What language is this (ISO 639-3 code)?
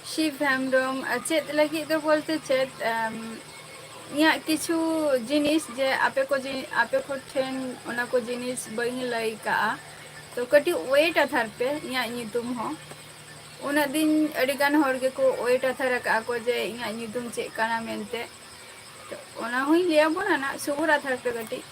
sat